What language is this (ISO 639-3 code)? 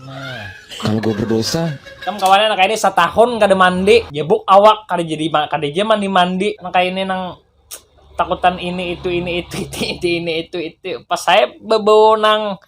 bjn